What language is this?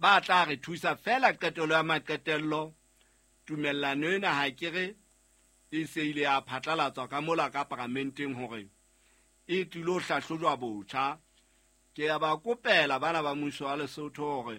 Southern Sotho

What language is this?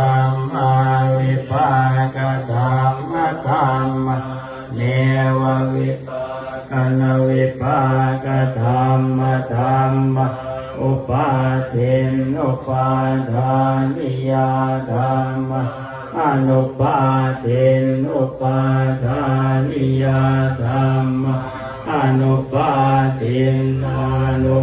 Pali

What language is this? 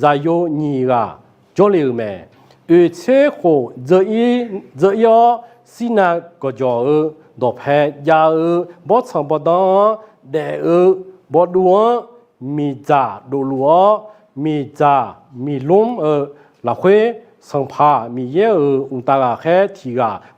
Akha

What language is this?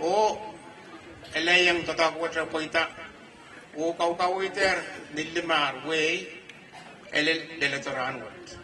Pohnpeian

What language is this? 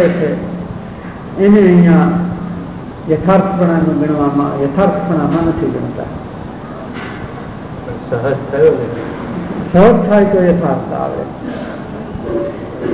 Gujarati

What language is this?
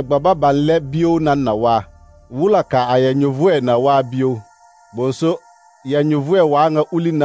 Southern Dagaare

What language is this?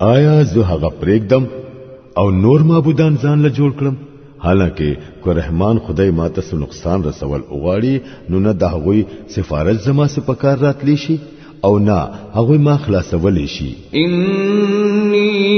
Pashto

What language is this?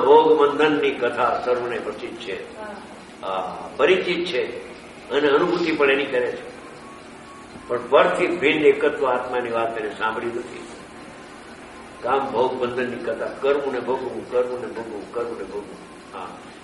Gujarati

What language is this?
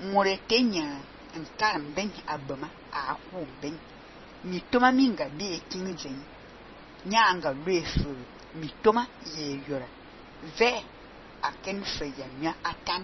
Fang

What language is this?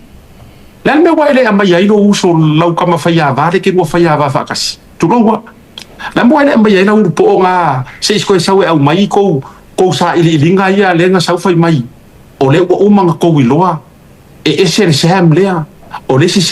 Samoan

